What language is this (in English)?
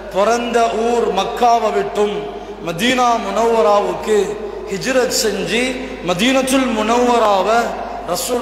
Tamil